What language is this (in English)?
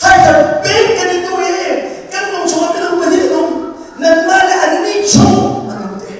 Hakha Chin